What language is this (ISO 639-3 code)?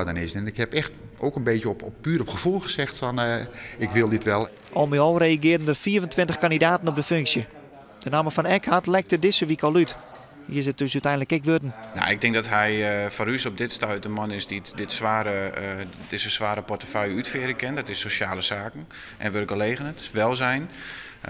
fry